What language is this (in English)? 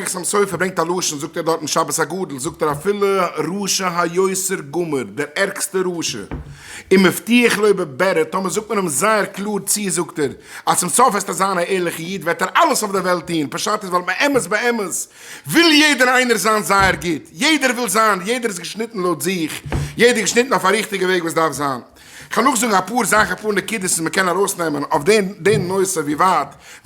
Yiddish